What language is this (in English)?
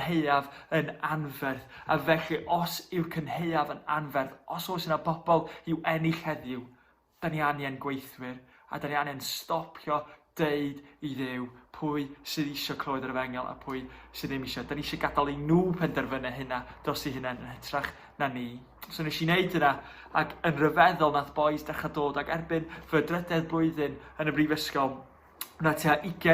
Welsh